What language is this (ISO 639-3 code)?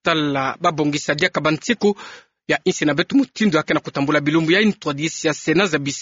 ktu